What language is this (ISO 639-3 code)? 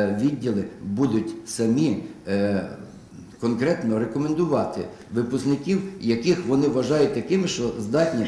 ukr